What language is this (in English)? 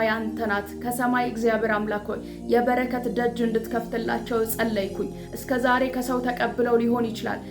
Amharic